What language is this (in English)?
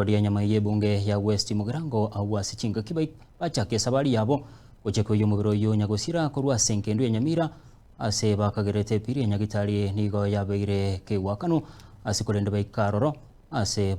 Gusii